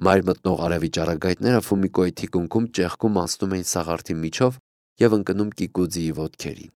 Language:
Armenian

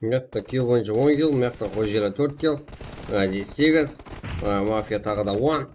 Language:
Kara-Kalpak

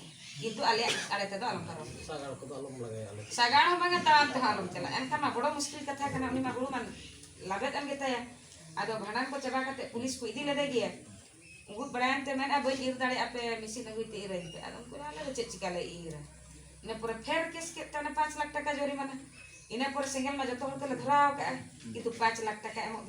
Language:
Santali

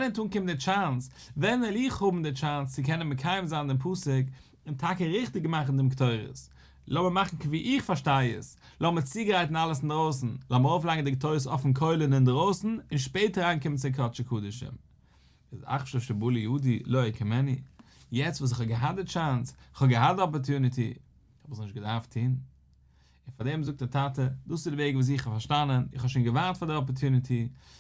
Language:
Yiddish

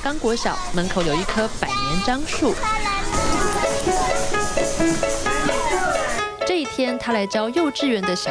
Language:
Chinese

